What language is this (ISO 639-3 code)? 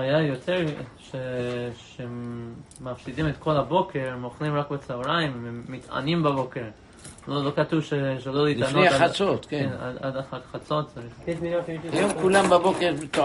heb